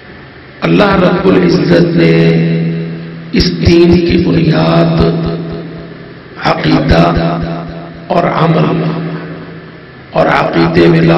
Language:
Urdu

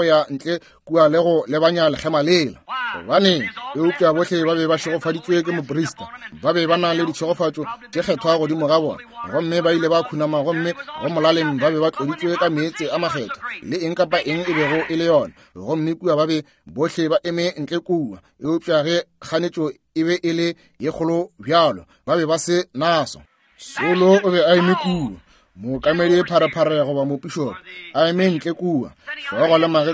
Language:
Northern Sotho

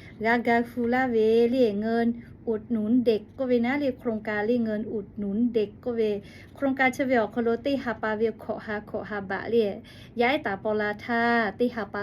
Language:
Lahu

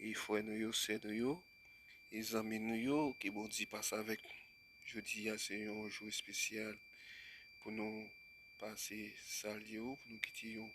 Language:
Haitian Creole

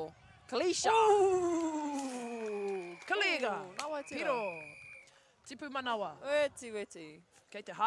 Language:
Māori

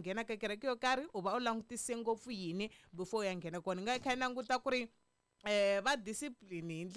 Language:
Tsonga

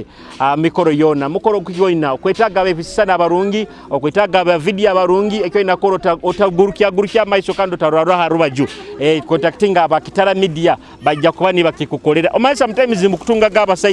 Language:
Nyoro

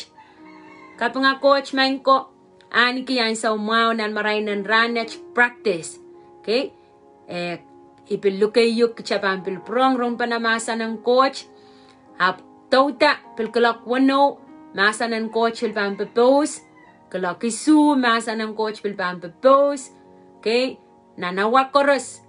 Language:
Pohnpeian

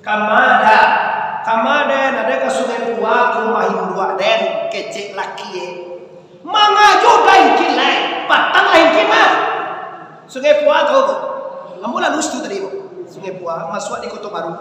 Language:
Minangkabau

